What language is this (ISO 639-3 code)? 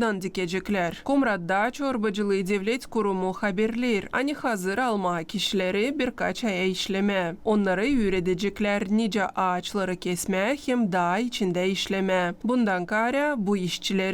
gag